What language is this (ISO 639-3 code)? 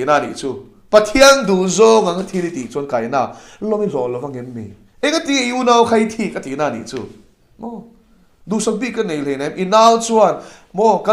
lus